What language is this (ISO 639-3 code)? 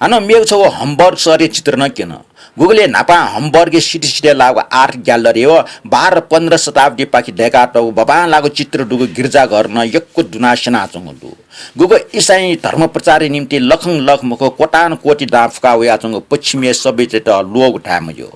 new